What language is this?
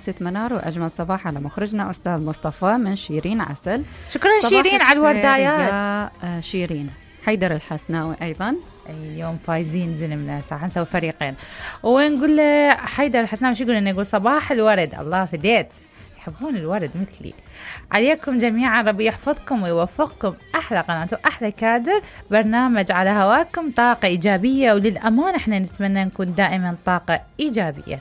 Mesopotamian Arabic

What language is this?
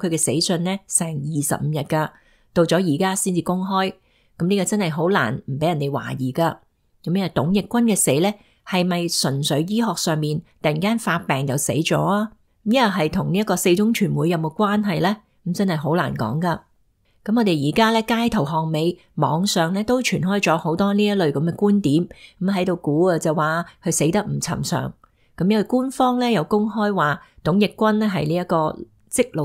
Cantonese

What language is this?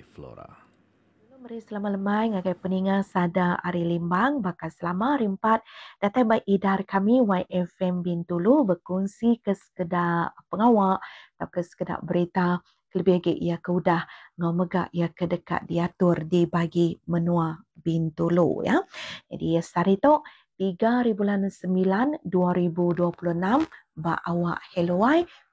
Iban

